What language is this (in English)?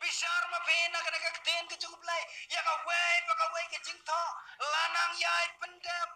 Khasi